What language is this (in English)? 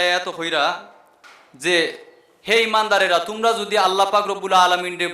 Sylheti